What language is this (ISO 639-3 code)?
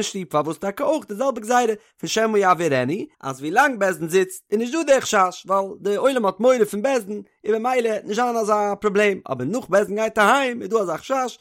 yid